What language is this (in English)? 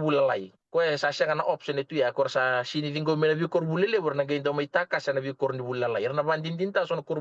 Fijian